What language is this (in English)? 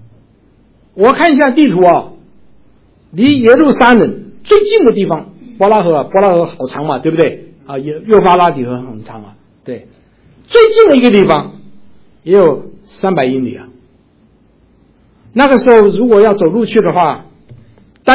Chinese